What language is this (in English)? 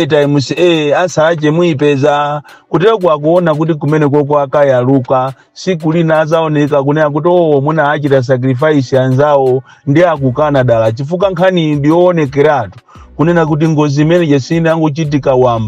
Nyanja